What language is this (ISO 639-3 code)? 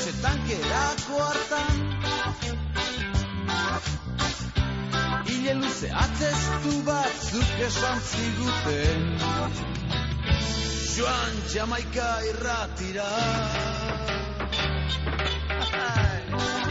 eus